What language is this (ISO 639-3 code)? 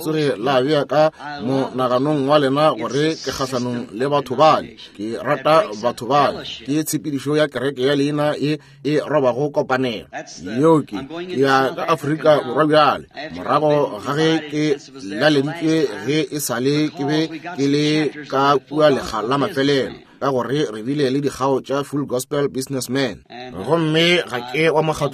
nso